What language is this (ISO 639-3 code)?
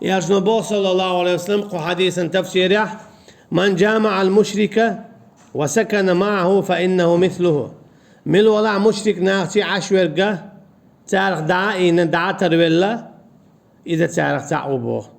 che